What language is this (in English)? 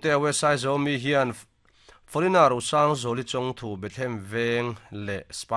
Mizo